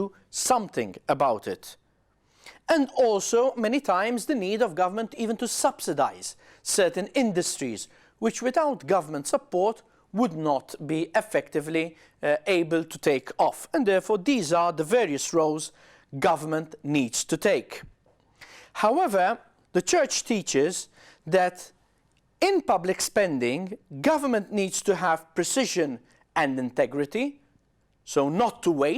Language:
English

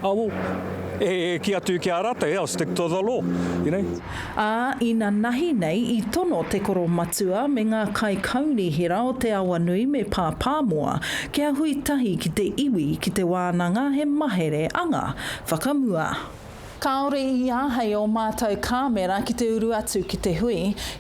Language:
Māori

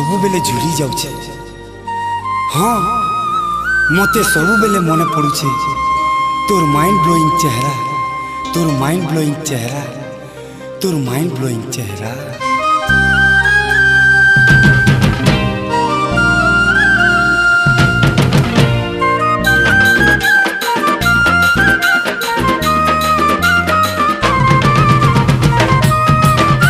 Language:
Sambalpuri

